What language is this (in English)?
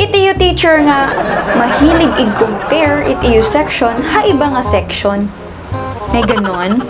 Waray